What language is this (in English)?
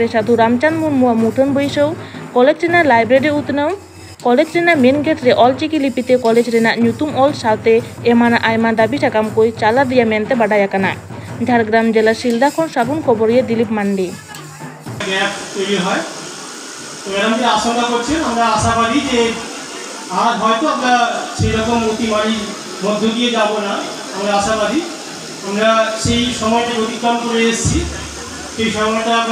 Santali